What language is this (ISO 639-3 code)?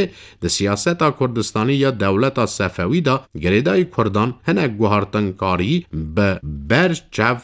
kur